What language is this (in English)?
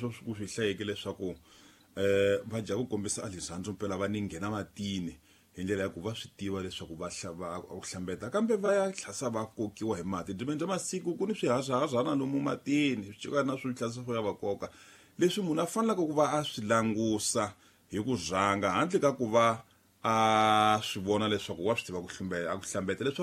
Tsonga